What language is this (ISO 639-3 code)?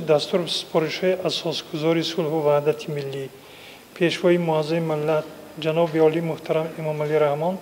tgk